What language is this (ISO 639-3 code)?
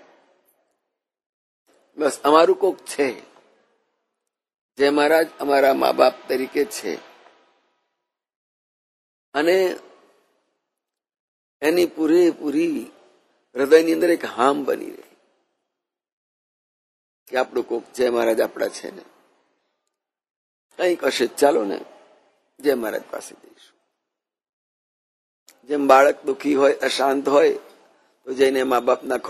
guj